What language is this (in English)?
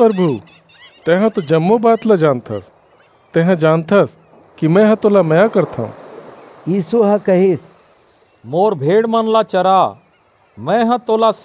Chhattisgarhi